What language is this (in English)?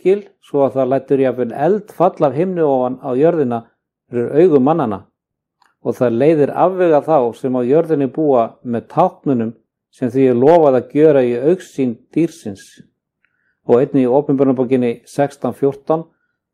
Icelandic